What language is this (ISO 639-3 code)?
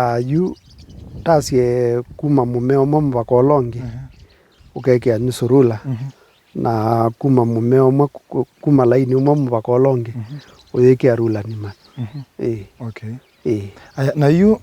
kam